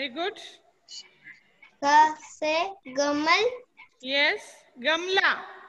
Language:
English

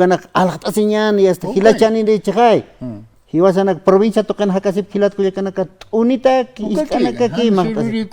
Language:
Aymara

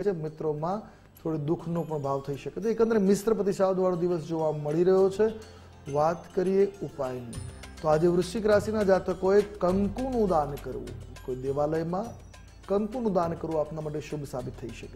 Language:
Gujarati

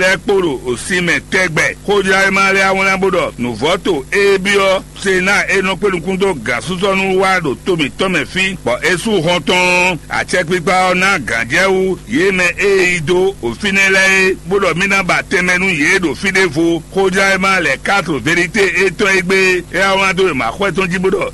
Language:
Fon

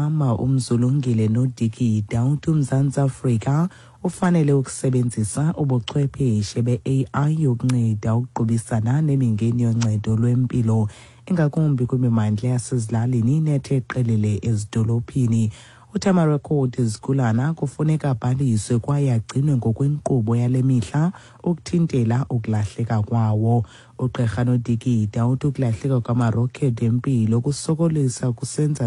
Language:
Xhosa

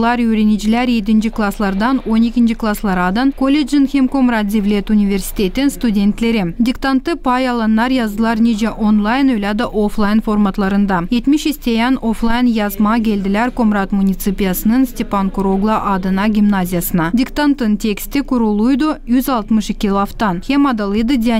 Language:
Gagauz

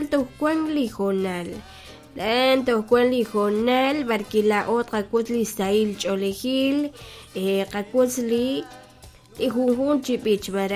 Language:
Kekchí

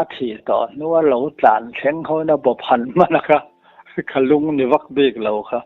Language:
Mizo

